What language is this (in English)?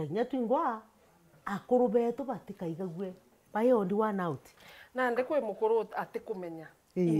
Meru